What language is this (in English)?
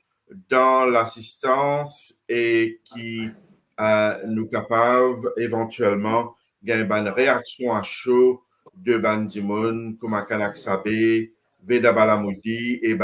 Morisyen